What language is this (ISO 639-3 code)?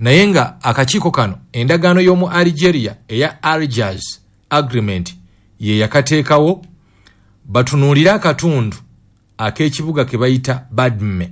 lug